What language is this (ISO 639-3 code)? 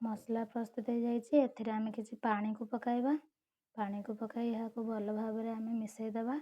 ori